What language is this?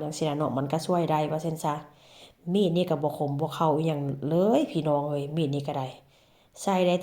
Northeastern Thai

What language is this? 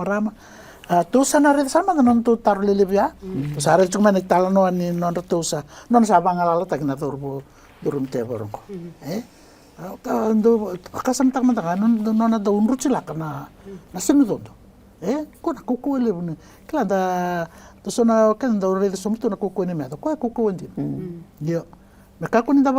Fijian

